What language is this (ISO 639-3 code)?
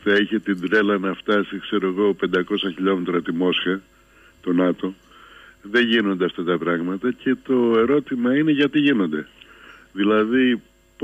ell